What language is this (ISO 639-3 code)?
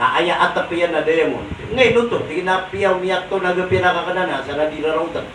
mrw